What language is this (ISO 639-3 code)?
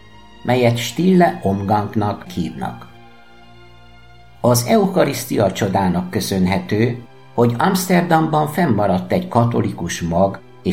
hun